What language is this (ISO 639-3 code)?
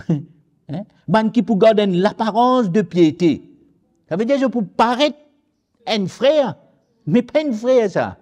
mfe